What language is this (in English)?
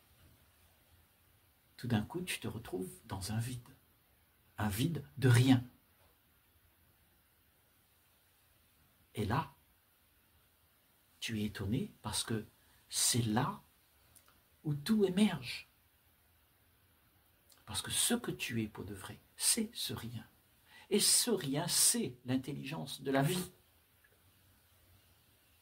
French